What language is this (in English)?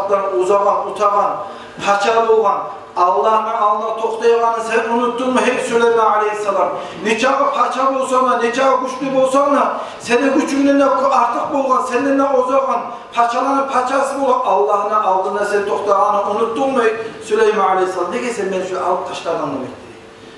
Kumyk